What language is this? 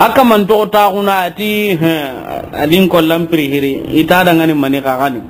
Soninke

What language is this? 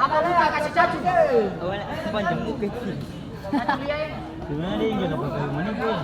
Ambonese Malay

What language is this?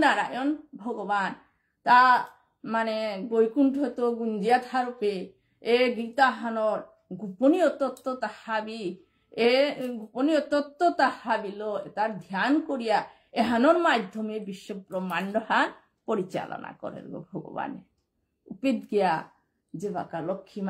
Bishnupriya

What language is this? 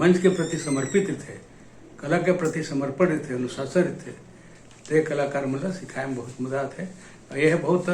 Chhattisgarhi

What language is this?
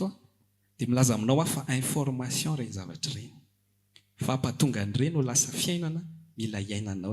Malagasy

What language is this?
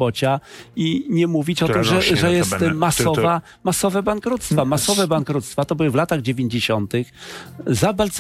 Polish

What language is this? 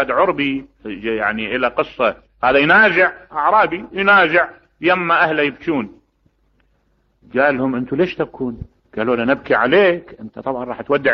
Mesopotamian Arabic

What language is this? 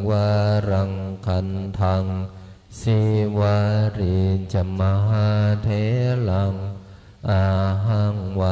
Pali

